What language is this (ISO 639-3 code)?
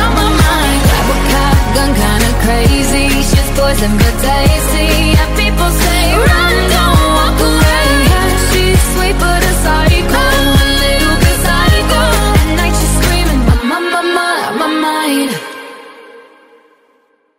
eng